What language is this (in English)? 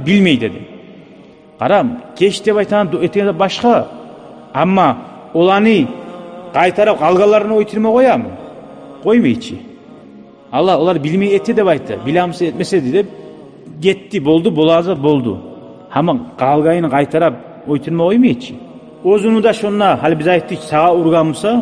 Kumyk